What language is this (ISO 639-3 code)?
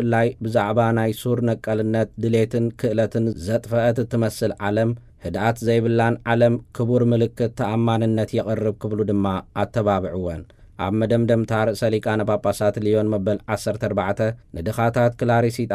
tir